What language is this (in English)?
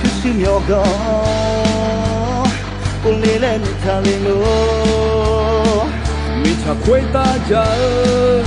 Akha